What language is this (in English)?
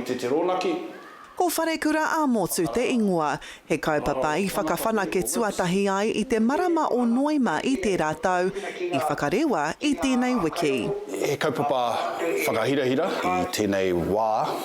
Māori